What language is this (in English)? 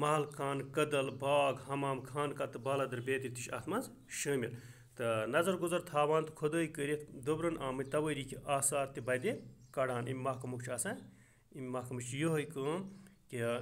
Kashmiri